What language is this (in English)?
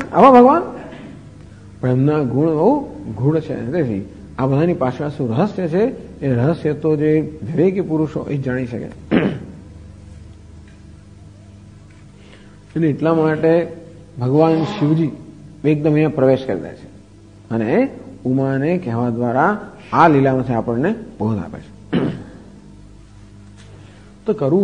Gujarati